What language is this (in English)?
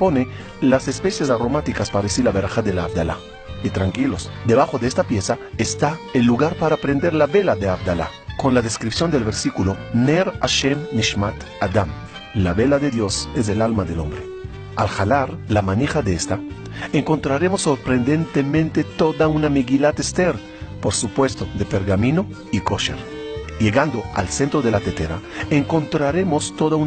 Ladino